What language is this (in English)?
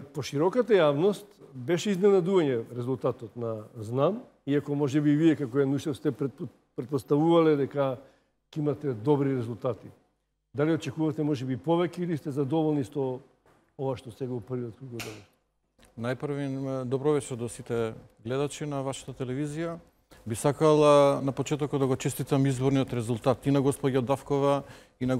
Macedonian